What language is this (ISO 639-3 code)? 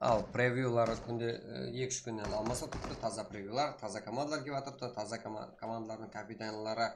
kaa